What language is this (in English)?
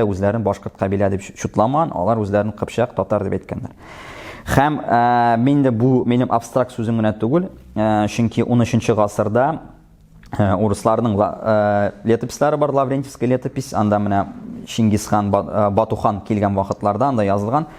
Tatar